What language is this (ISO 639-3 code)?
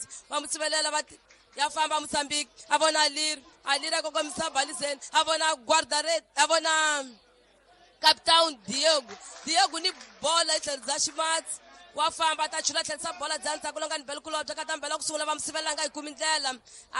tso